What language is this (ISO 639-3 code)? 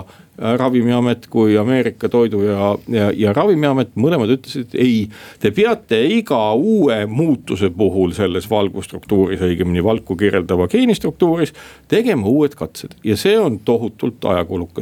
est